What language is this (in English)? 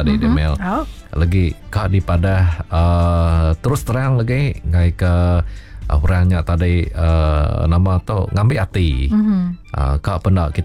Iban